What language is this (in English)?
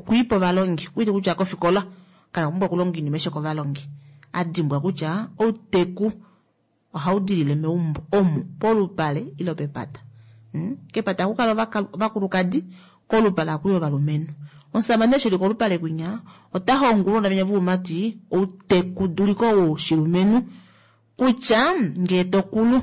Kuanyama